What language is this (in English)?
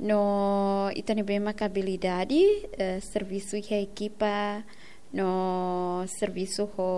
Tetum